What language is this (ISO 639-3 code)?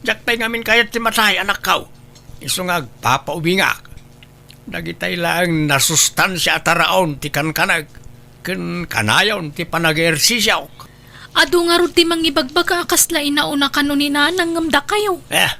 ilo